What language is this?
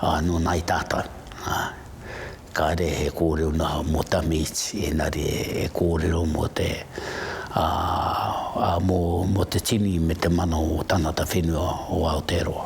Māori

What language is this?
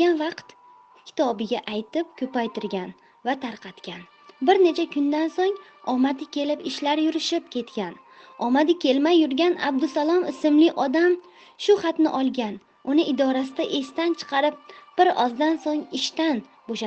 Uzbek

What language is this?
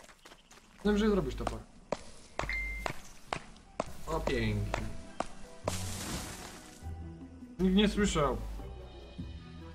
Polish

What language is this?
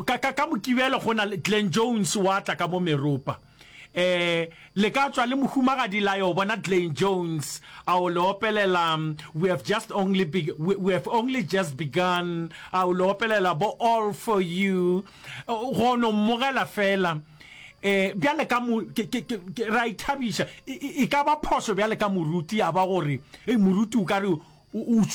Northern Sotho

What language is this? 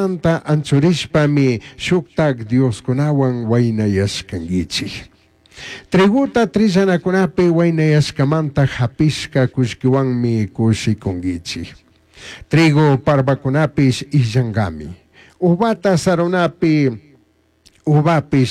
Chimborazo Highland Quichua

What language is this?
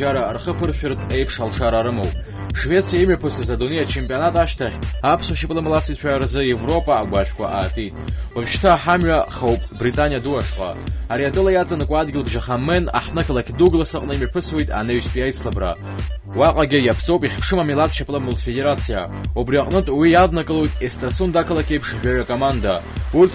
Abkhazian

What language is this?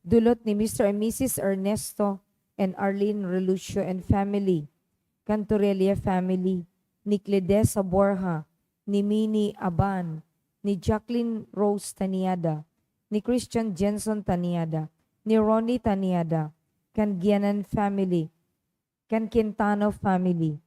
Bikol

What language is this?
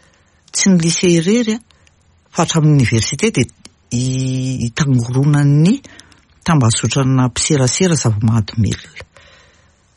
Malagasy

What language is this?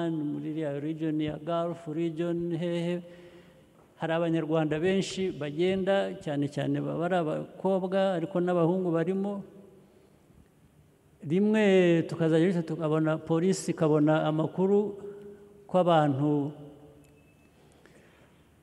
Kinyarwanda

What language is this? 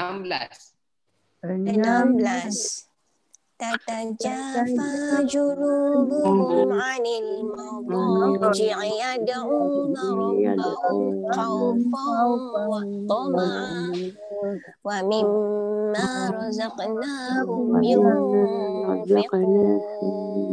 Malay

